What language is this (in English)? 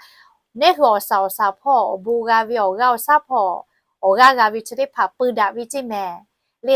Lahu